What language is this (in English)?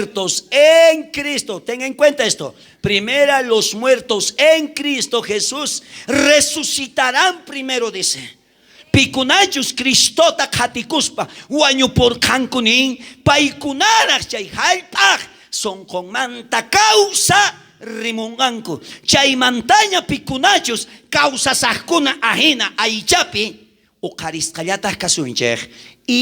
South Bolivian Quechua